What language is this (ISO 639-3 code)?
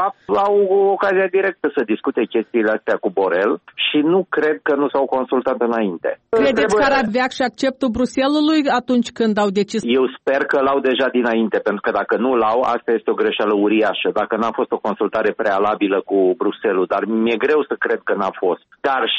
ron